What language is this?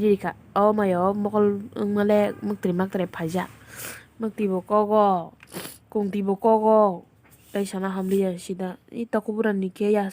Kok Borok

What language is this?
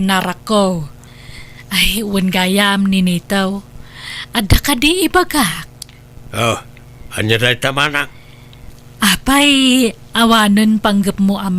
Iloko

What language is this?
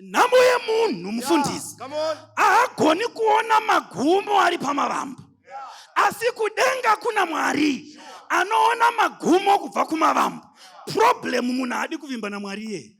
Shona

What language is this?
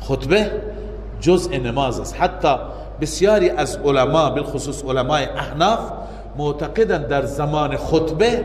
Persian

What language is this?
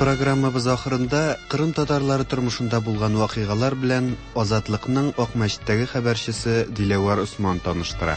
Tatar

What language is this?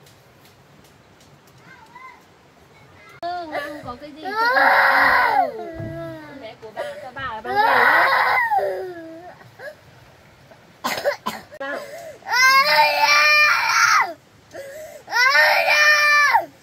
Vietnamese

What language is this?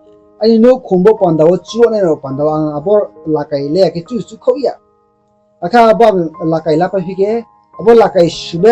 Riang (India)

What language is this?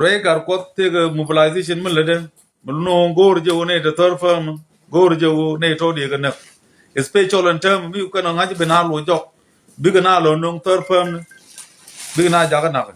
Nuer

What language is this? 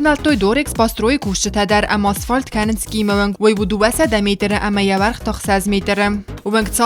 Ossetic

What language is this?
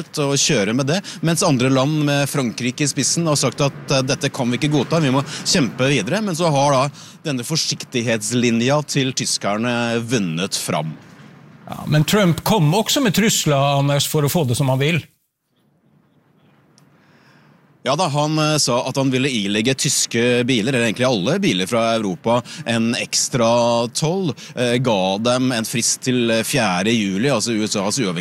Norwegian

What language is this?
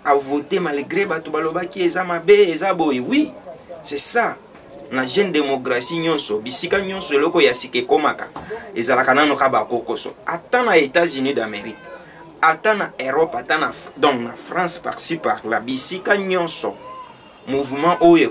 Lingala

